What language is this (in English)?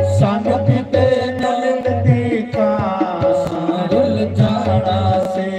Dogri